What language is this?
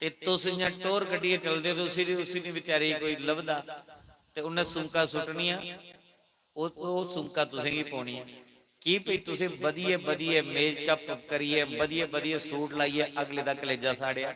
Dogri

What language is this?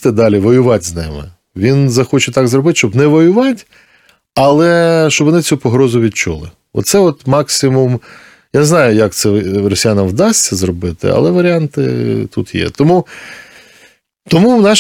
Ukrainian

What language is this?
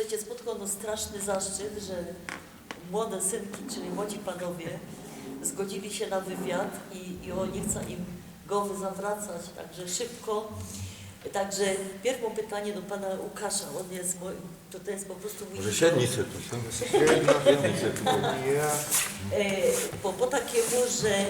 Silesian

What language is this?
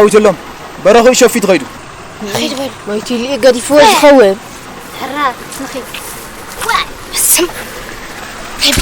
Tigrinya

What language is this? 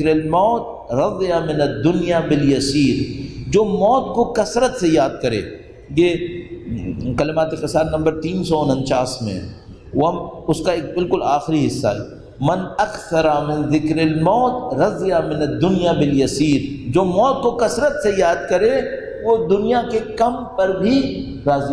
Urdu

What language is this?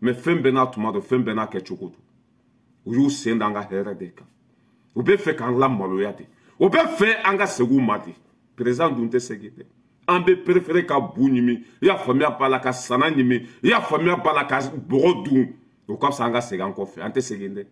Bambara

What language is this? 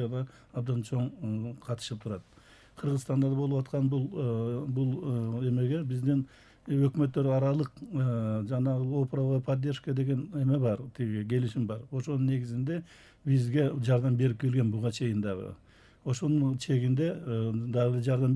Kyrgyz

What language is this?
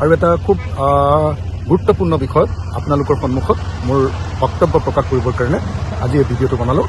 Assamese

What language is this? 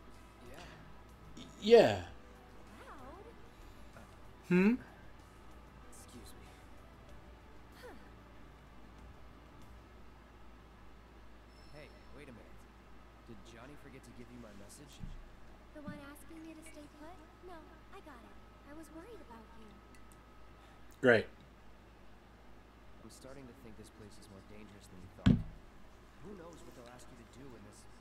English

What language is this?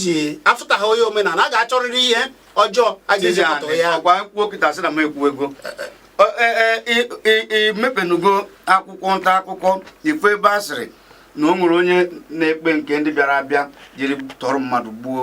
Igbo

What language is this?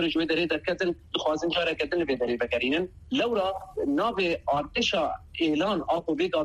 Kurdish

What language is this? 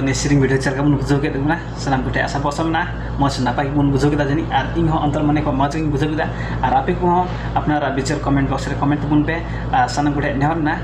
Santali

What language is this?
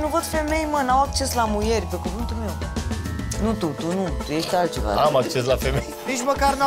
Romanian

